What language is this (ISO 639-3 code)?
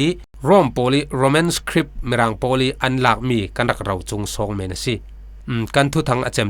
cfm